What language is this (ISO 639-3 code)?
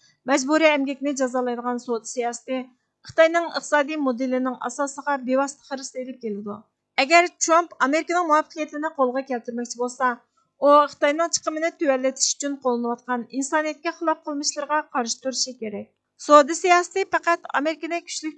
uig